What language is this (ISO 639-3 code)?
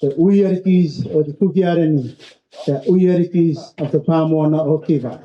rar